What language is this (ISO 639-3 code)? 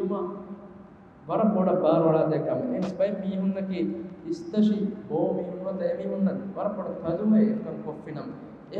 div